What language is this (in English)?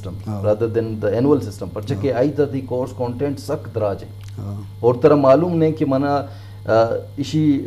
Eastern Balochi